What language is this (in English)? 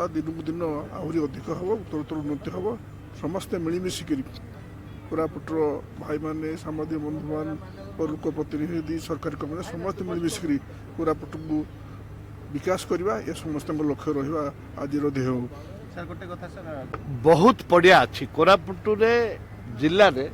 Odia